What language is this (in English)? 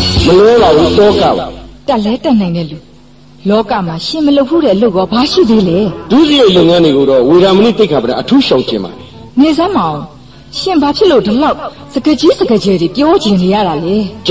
Burmese